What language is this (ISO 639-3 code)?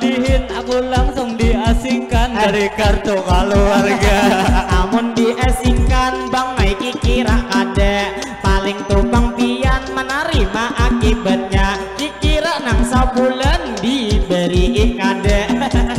bjn